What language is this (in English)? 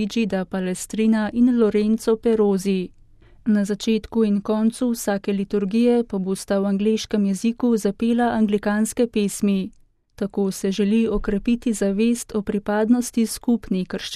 Slovenian